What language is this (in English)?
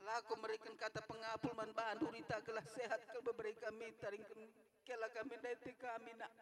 Batak Karo